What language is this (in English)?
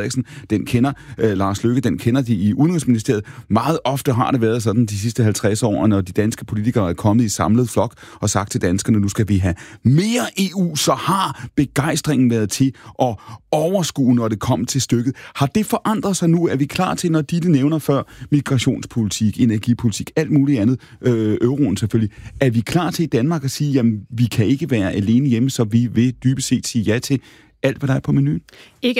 Danish